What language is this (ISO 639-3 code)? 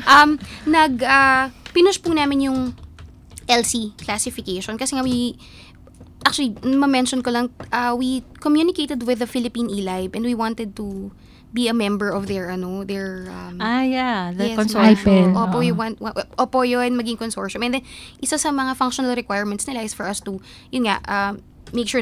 fil